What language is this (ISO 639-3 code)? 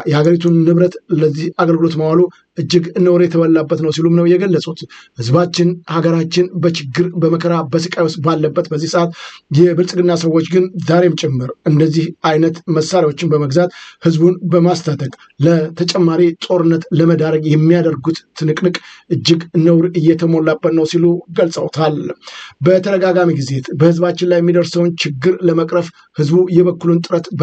amh